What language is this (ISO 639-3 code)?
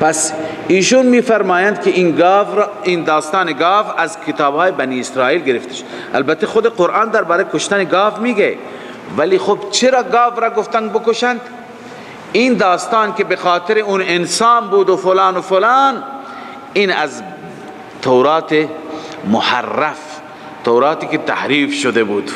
fas